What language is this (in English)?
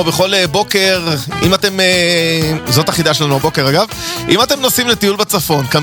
Hebrew